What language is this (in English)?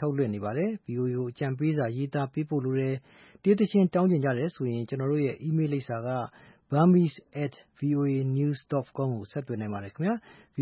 Burmese